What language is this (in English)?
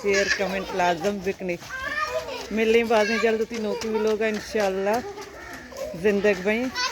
Baluchi